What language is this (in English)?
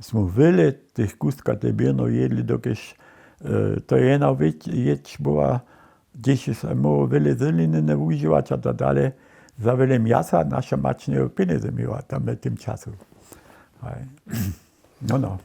Upper Sorbian